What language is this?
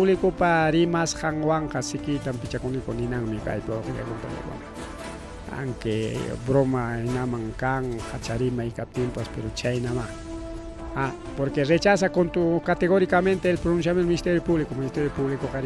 Ayacucho Quechua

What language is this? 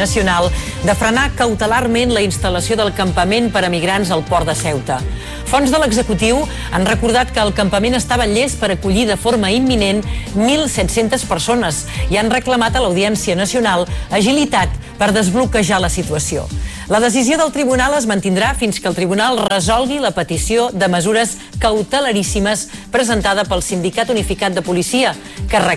Catalan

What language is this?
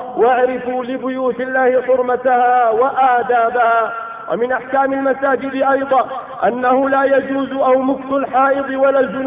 Arabic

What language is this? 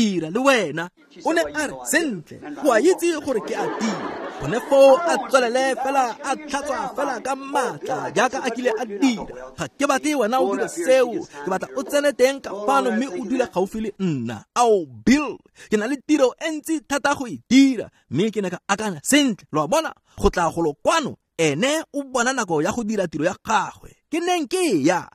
Tswana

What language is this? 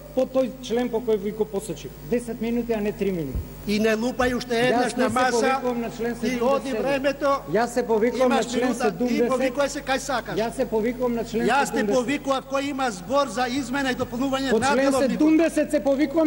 Macedonian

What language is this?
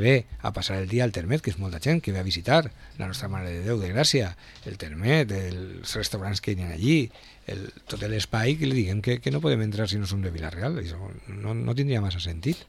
Catalan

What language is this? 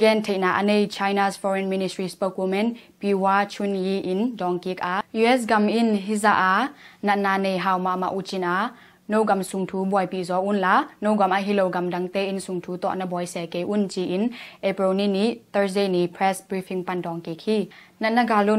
Tedim Chin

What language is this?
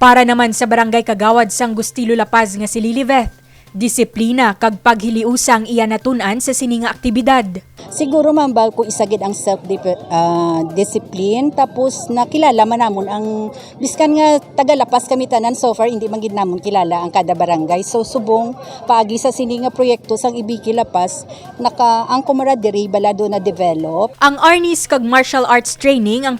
Hiligaynon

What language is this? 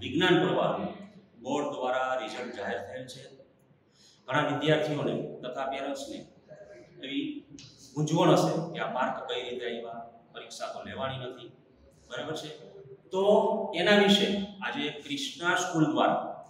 Gujarati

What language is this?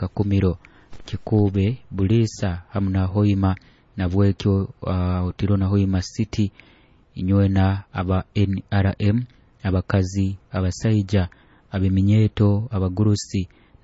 Nyoro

